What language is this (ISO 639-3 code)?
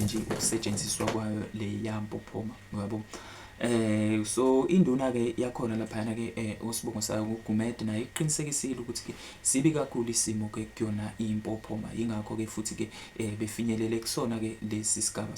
zul